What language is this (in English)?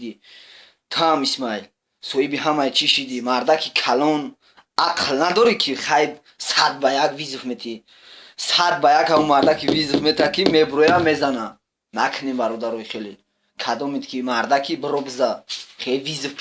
Tajik